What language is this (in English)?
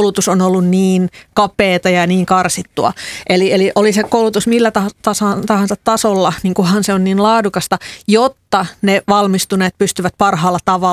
Finnish